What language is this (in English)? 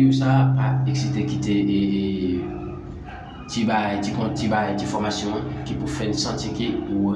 Haitian Creole